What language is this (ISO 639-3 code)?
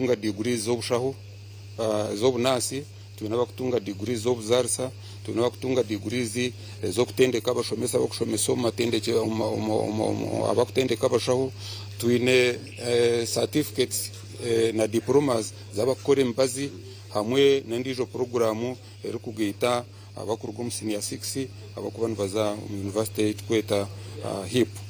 nyn